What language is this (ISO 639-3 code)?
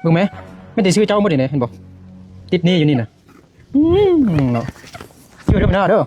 lao